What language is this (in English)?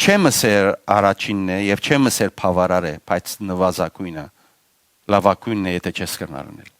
Western Armenian